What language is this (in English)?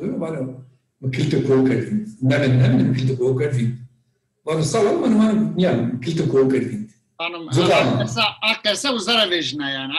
Zaza